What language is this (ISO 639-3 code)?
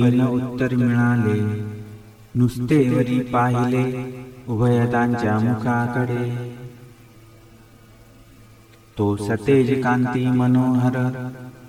mar